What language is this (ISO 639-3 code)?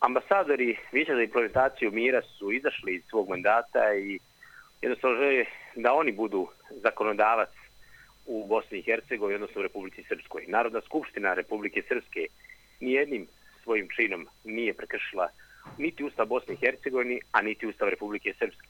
srp